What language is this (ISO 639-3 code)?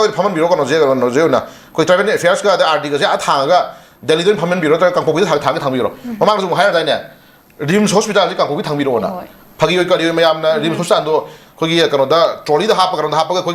mni